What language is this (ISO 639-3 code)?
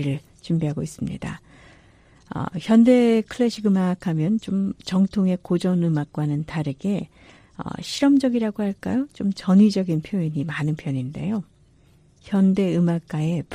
kor